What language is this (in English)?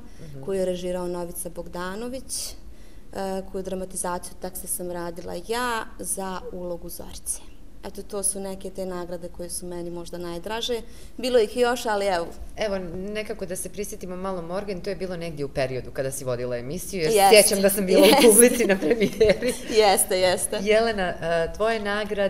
Bosnian